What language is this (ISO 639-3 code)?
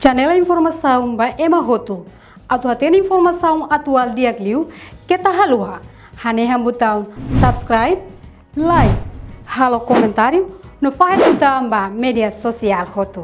tet